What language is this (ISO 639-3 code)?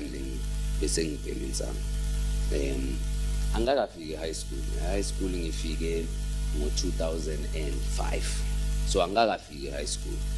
zul